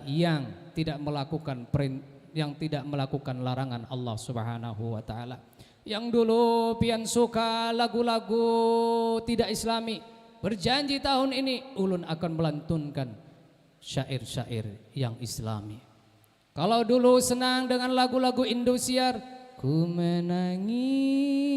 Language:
Banjar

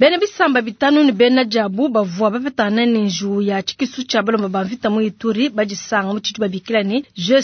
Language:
Luba-Lulua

